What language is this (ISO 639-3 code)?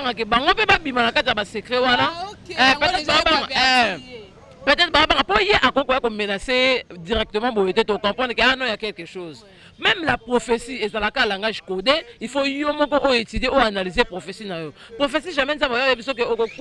lin